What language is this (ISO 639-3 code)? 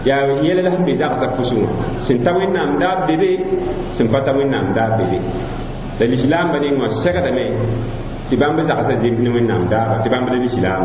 mos